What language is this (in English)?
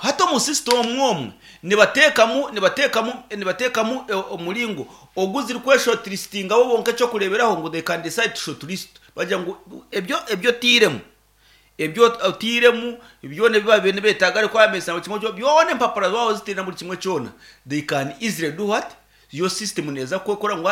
Nyankole